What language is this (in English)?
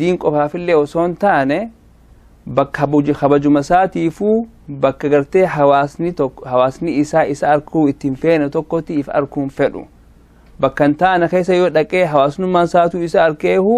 Oromo